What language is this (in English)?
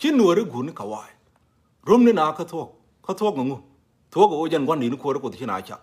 Nuer